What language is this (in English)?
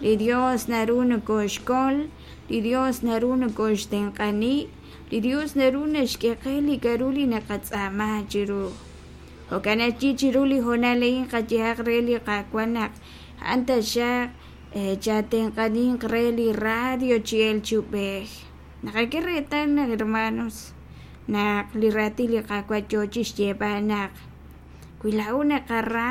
Kekchí